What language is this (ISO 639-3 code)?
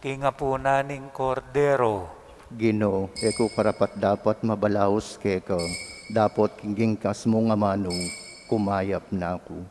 pam